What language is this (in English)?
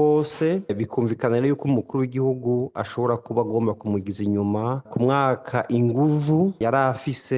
Rundi